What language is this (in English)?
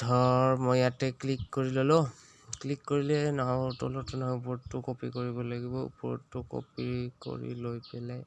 Assamese